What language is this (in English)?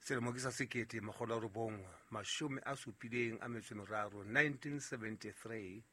Southern Sotho